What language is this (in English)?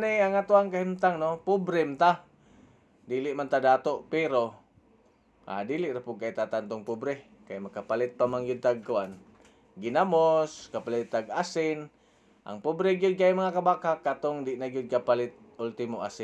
Cebuano